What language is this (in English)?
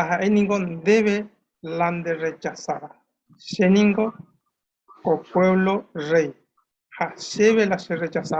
Guarani